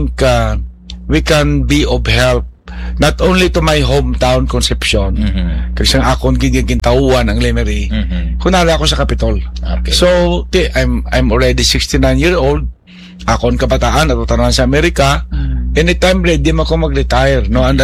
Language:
Hiligaynon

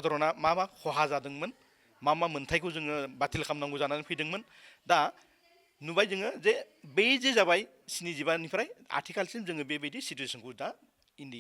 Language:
Bodo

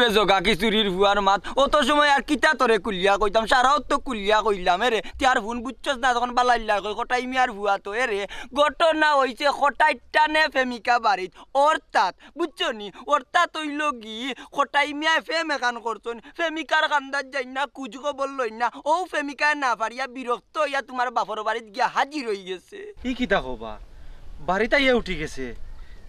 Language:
Sylheti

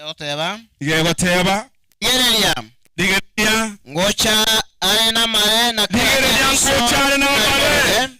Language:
Gusii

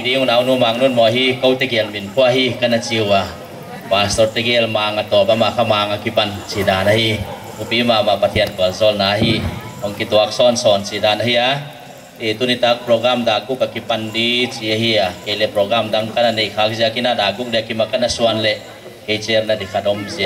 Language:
Paite Chin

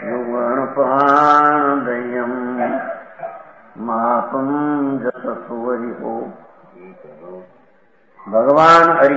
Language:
Gujarati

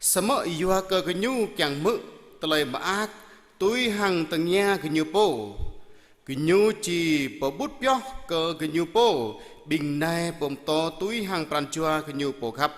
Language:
Jarai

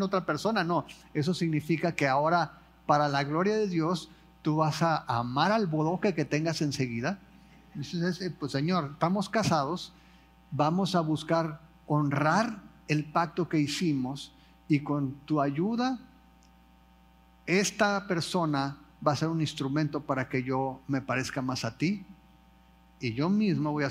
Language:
Spanish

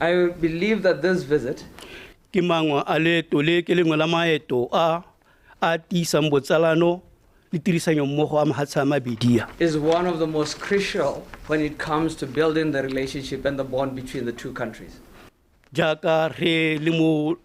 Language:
Tswana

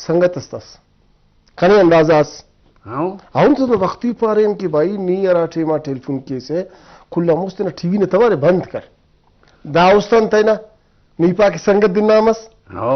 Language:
Brahui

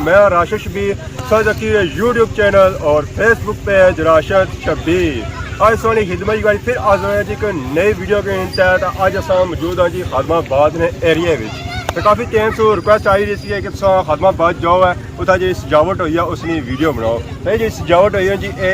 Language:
Pahari-Potwari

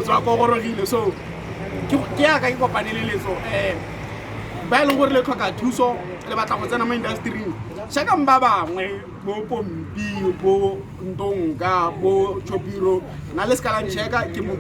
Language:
Tswana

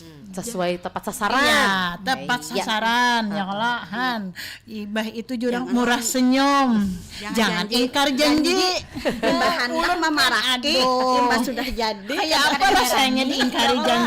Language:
Banjar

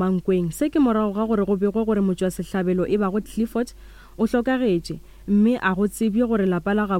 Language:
Northern Sotho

